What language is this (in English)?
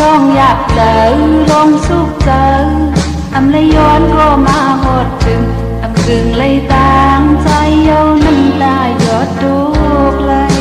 Shan